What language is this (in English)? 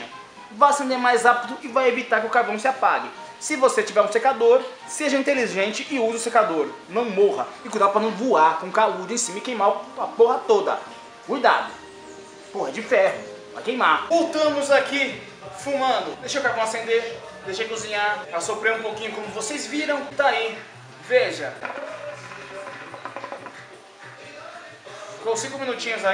Portuguese